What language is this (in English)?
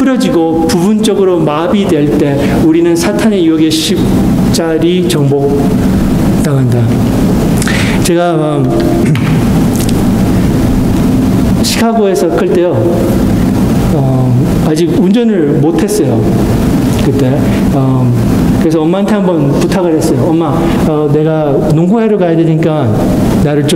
Korean